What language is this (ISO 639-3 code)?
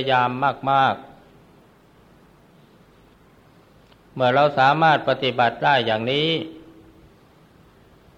tha